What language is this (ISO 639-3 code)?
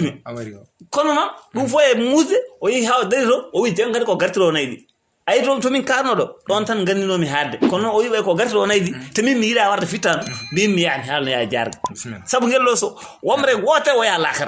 ful